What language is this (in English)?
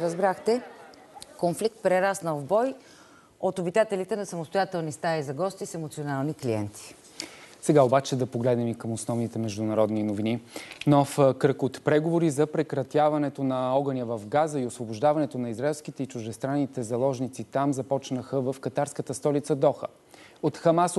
Bulgarian